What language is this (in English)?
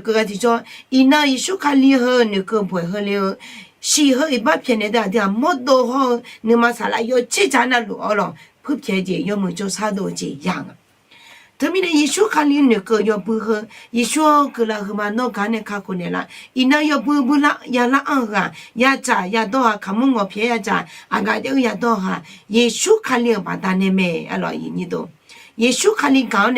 Akha